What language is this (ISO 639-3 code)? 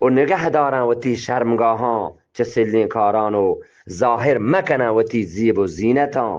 bgp